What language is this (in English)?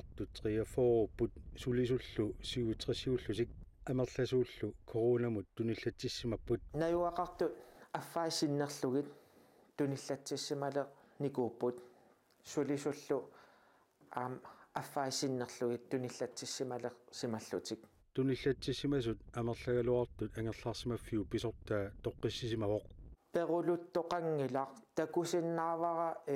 Kalaallisut